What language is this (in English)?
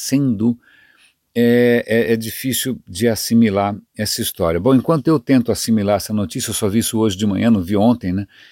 Portuguese